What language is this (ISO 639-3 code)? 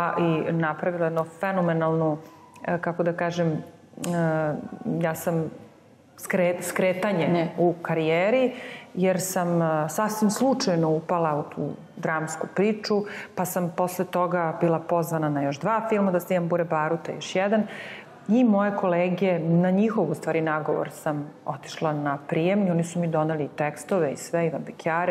srp